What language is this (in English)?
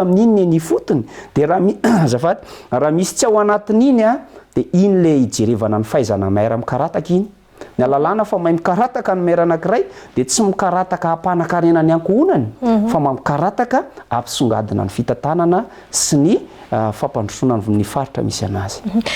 Malagasy